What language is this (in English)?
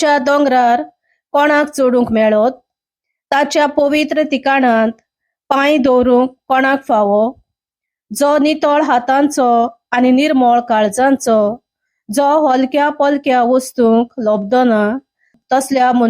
Konkani